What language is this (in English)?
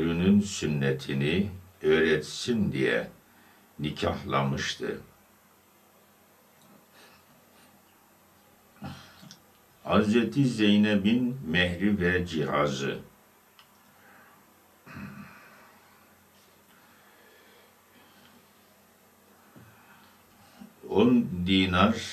Turkish